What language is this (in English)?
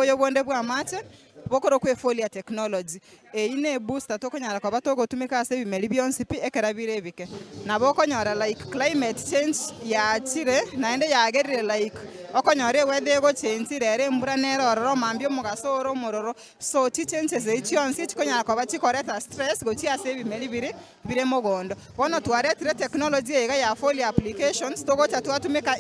Gusii